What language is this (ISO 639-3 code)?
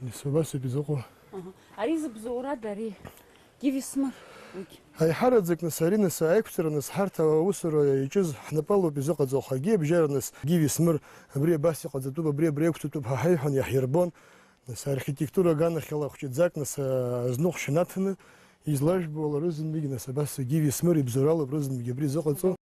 abk